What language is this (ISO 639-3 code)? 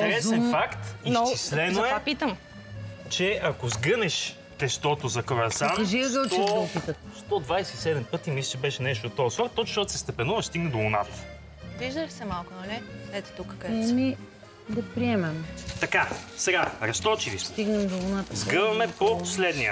bul